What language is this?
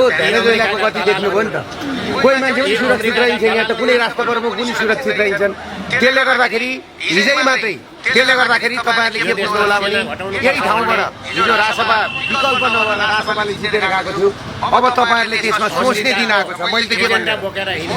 Nepali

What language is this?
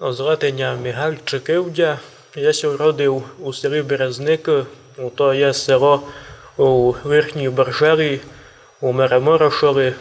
Rusyn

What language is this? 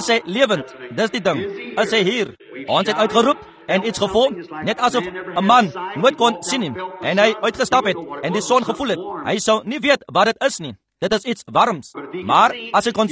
Afrikaans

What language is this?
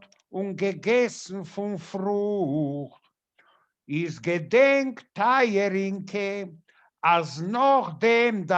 Yiddish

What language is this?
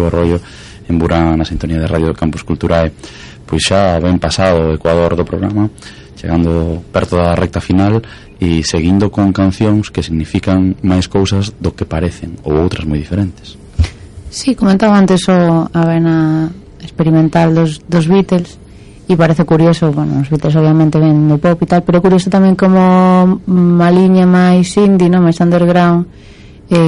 Galician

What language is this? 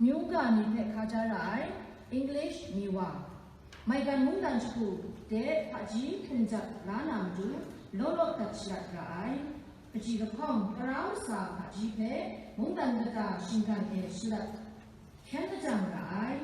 Kachin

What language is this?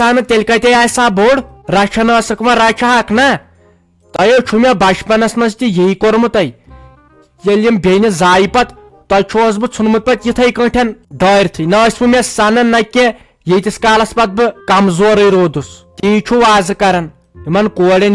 Kashmiri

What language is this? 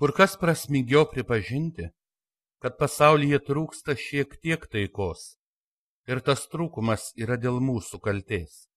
Lithuanian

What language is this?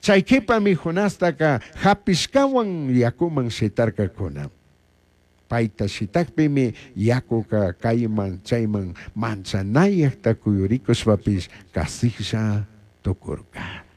Chimborazo Highland Quichua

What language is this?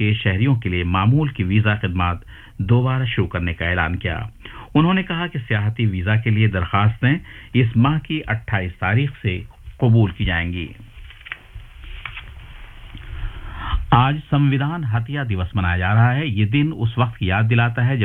Urdu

